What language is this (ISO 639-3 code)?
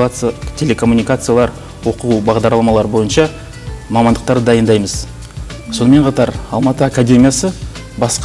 kaz